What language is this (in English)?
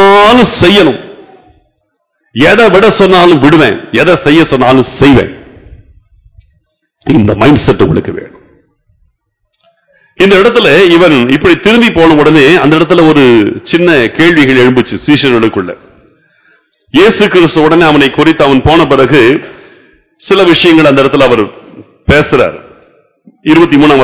Tamil